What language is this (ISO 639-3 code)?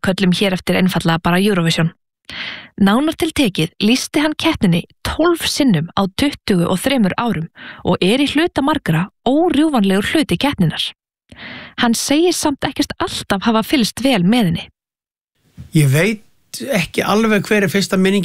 isl